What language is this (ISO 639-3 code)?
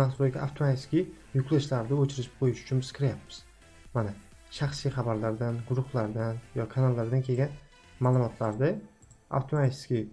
uzb